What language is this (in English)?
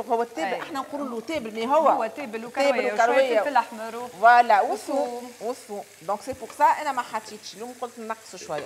Tunisian Arabic